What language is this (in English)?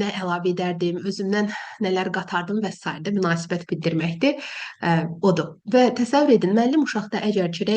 Azerbaijani